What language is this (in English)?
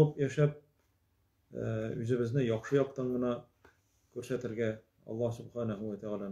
Tatar